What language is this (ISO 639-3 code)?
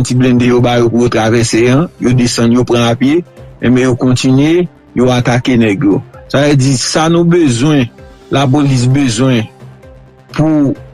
hat